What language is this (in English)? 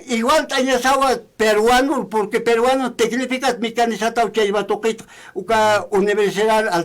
Aymara